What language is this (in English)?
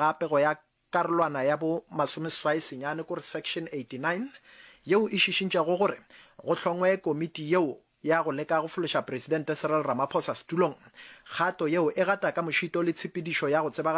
Northern Sotho